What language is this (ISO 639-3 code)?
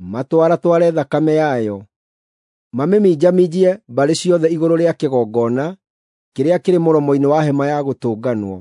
kik